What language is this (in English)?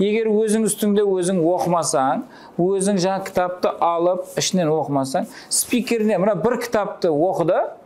Kara-Kalpak